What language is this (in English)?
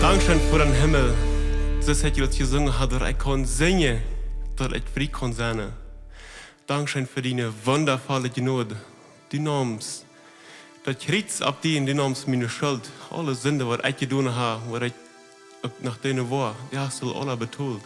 Plautdietsch